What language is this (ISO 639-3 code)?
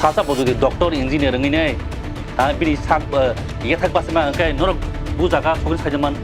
trp